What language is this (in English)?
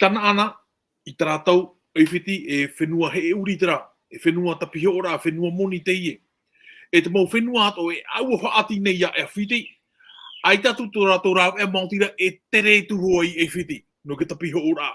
Tahitian